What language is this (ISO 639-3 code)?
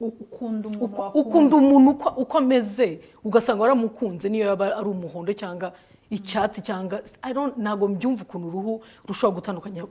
kin